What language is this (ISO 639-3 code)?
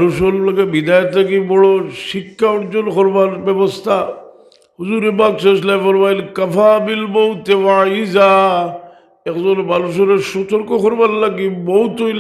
syl